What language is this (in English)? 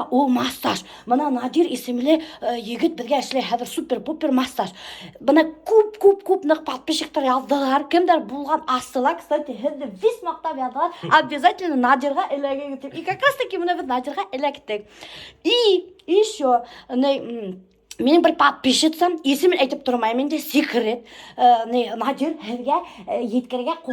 Bashkir